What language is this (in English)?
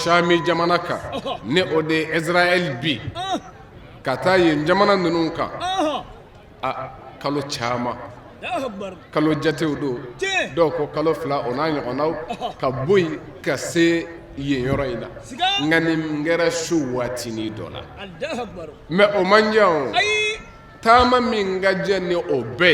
Bambara